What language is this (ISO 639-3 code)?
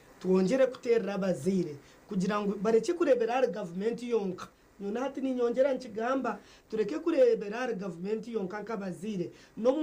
nyn